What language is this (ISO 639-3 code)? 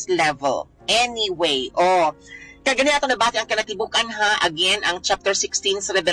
ceb